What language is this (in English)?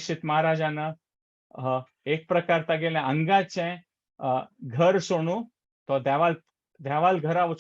Konkani